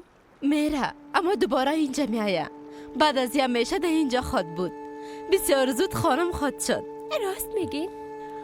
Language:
Persian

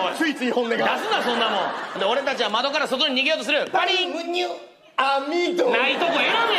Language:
Japanese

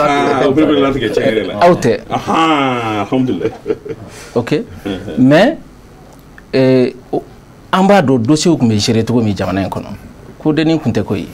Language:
Bambara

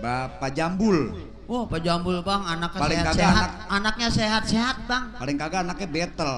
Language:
Betawi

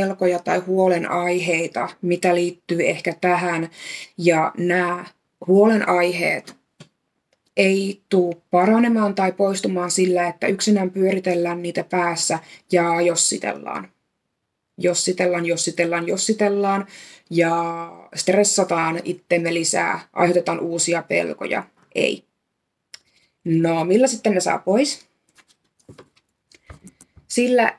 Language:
Finnish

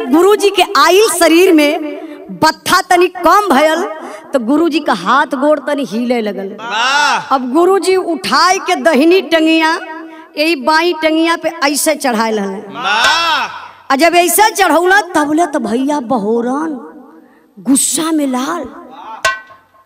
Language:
Bhojpuri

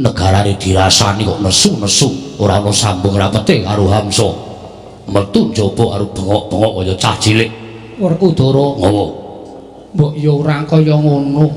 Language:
Javanese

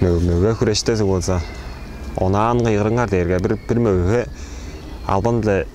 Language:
Tuvinian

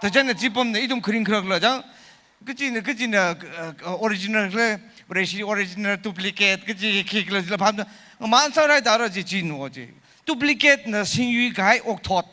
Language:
Tangkhul Naga (India)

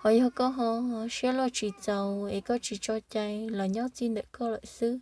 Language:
Hmong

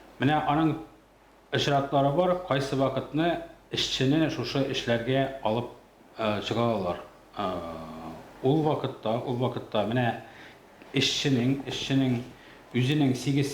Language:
Tatar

